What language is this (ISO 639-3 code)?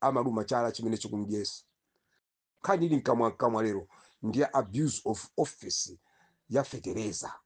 nya